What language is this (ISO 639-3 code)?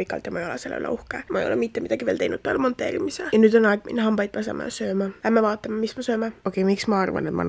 est